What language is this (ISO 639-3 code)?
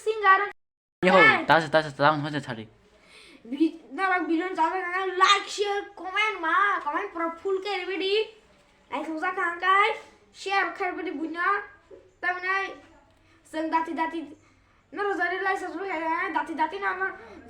trp